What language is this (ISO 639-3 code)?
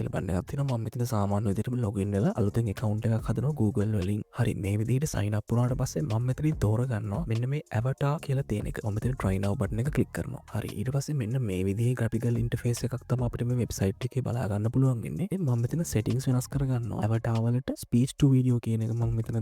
sin